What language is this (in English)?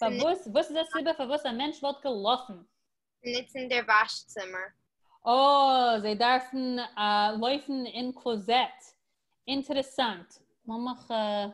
Yiddish